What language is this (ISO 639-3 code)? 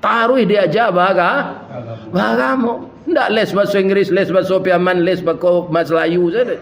min